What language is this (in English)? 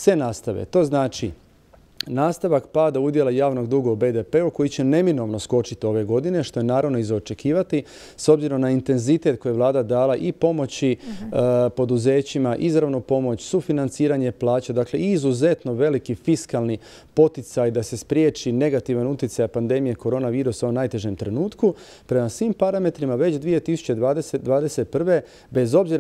Croatian